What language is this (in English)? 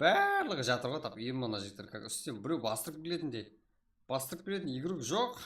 Kara-Kalpak